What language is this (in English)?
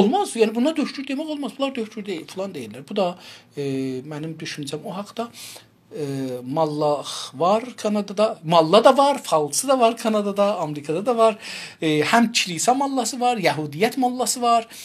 South Azerbaijani